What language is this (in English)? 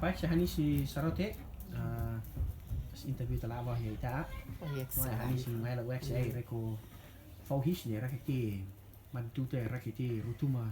Rotuman